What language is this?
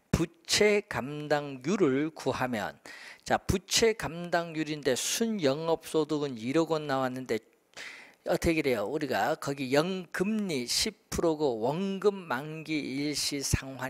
Korean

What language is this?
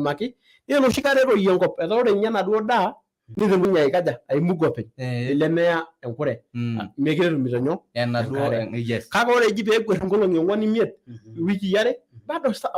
Masai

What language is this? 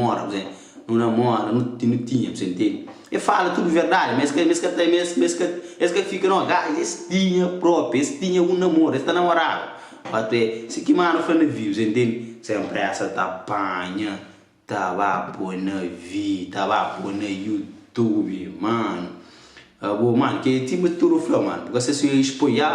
Kabuverdianu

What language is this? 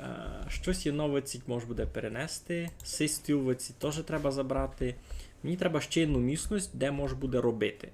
Rusyn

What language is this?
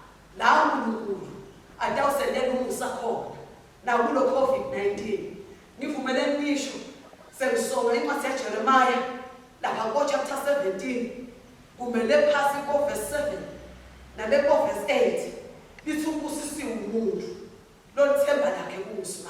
Swati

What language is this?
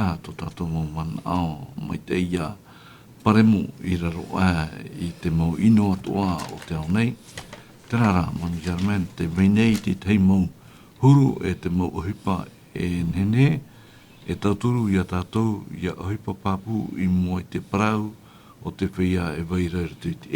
Tahitian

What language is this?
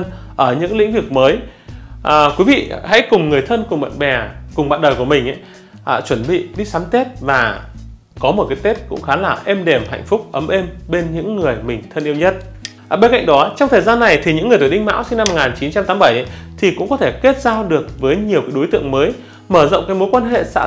Vietnamese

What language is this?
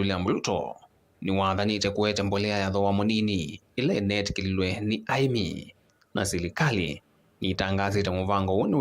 Kamba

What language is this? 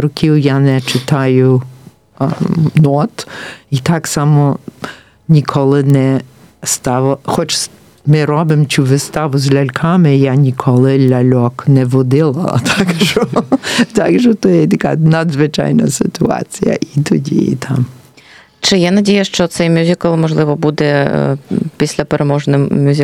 Ukrainian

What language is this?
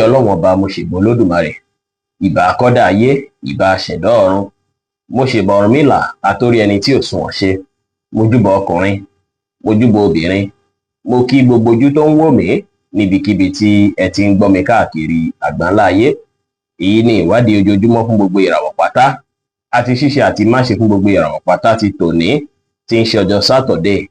Yoruba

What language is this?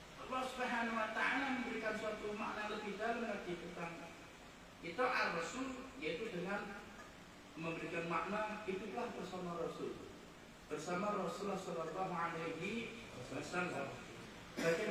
Indonesian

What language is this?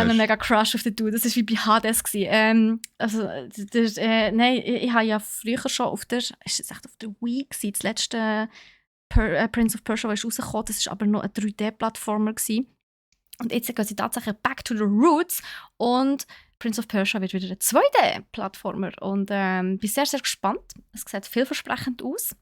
Swiss German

